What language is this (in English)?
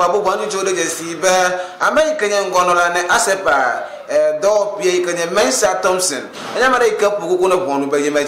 Ewe